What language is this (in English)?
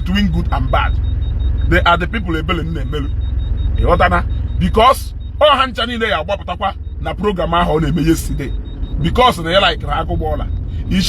Igbo